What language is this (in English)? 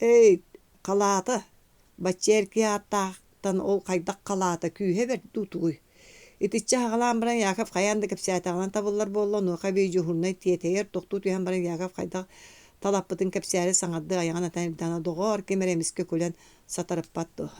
Yakut